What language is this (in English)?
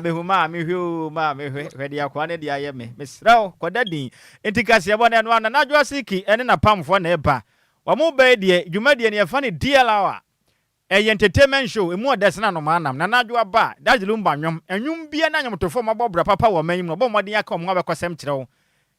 Akan